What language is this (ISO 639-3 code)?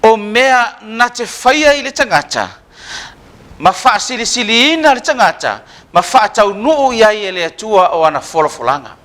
smo